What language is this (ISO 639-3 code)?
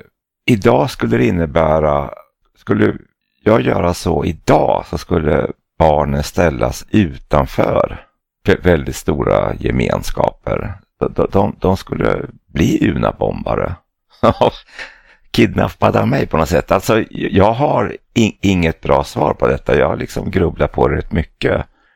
swe